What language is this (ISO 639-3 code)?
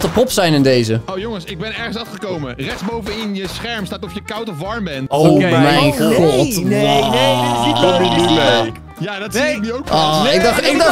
nld